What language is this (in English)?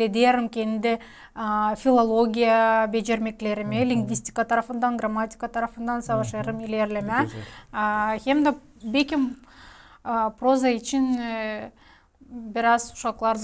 Gagauz